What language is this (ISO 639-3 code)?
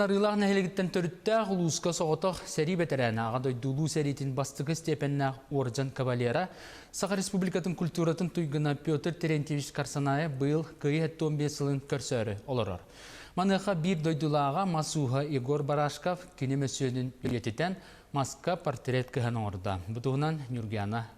sah